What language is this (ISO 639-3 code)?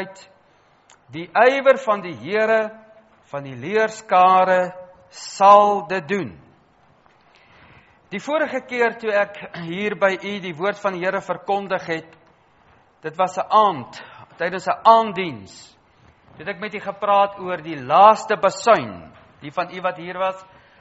afr